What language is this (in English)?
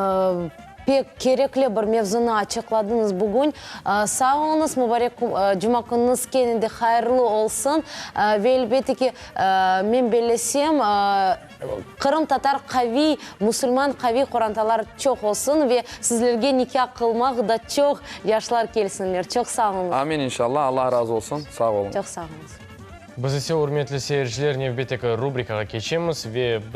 Crimean Tatar